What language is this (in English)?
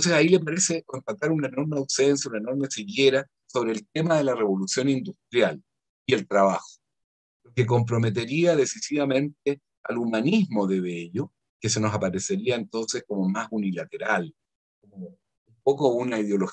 Spanish